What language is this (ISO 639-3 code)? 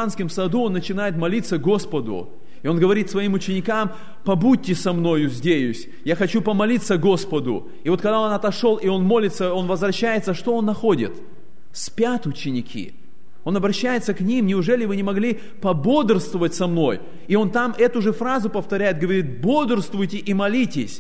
rus